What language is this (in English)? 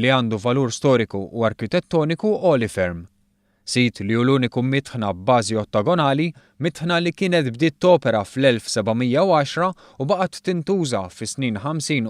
Maltese